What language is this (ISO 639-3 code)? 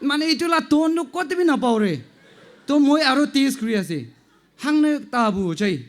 nag